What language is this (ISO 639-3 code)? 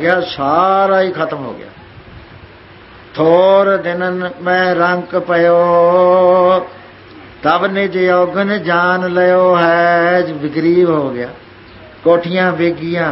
pan